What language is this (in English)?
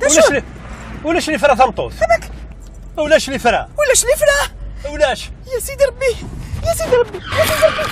Kabyle